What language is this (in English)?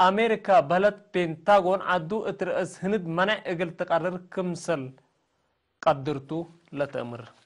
Tigre